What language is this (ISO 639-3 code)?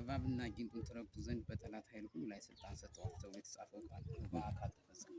amh